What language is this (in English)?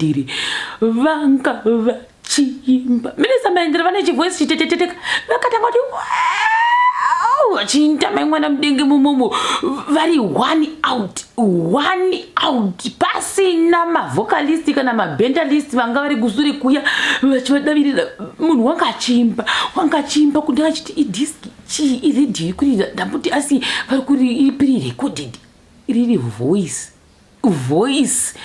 Shona